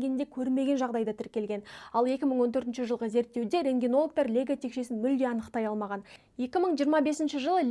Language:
Kazakh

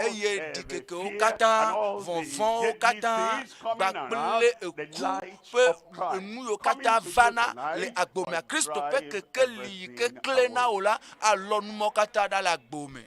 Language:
Ewe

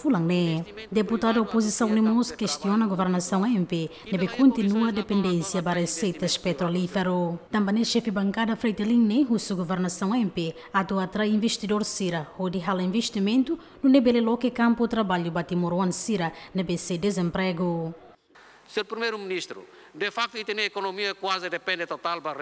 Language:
Tetum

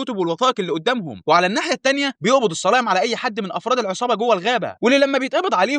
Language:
Egyptian Arabic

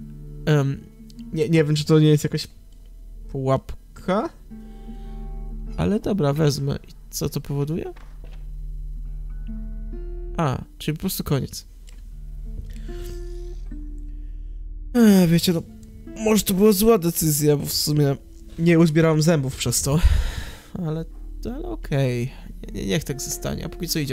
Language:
Polish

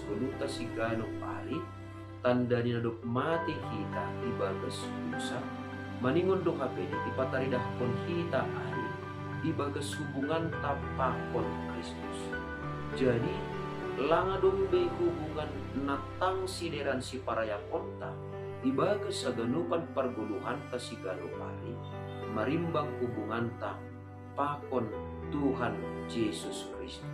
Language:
Batak Simalungun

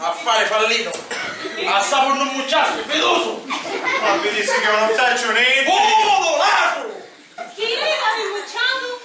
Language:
Sicilian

